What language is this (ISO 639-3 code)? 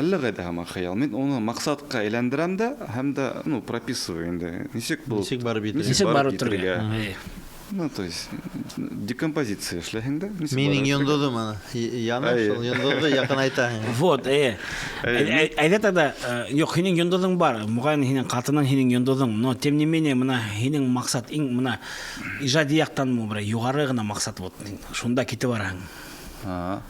bak